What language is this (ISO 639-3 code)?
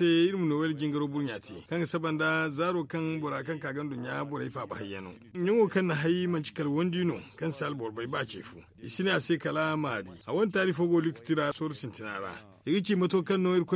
dje